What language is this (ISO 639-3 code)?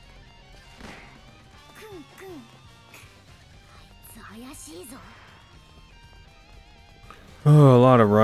jpn